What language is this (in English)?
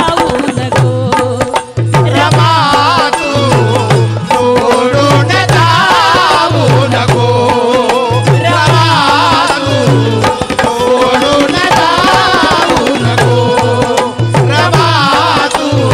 Marathi